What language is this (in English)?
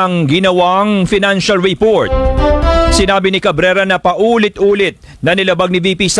Filipino